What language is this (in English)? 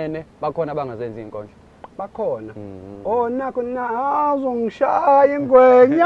Zulu